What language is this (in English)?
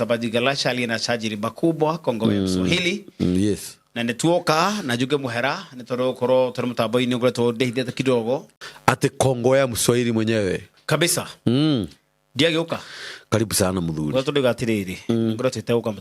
Kikuyu